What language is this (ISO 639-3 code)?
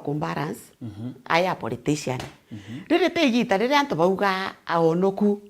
mer